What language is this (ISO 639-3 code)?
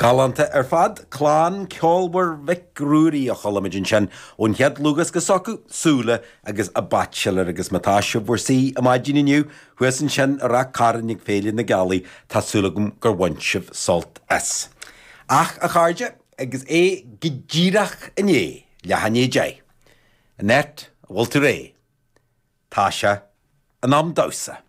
gle